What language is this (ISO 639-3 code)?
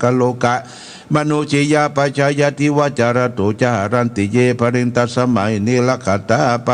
pli